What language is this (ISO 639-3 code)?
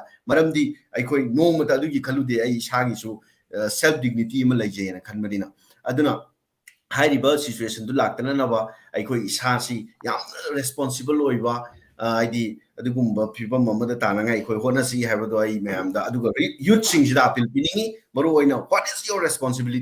mni